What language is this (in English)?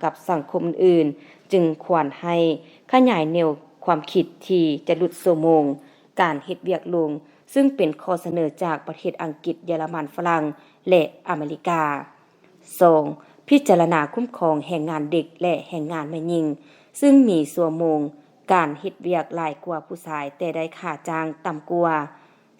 Lao